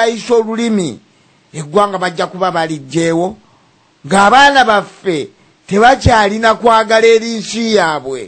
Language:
Ganda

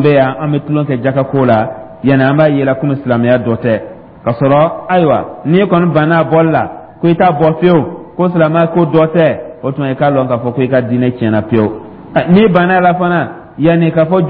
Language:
Dyula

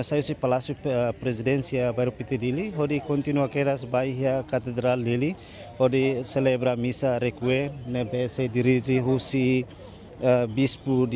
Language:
Tetum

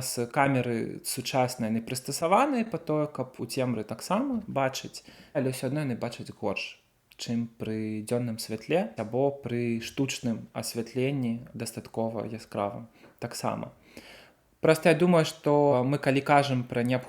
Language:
Belarusian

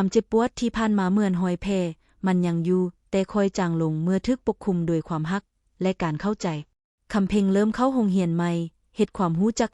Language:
Lao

